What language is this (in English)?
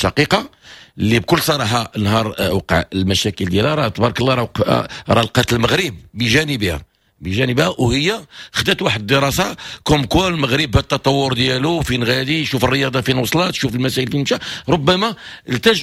Moroccan Arabic